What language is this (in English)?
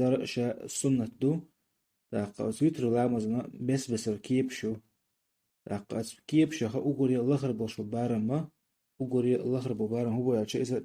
Chechen